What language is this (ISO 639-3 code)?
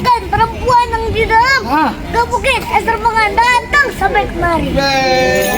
bew